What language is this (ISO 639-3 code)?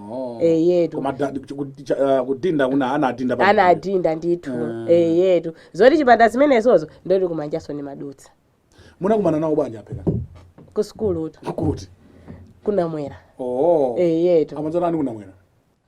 nya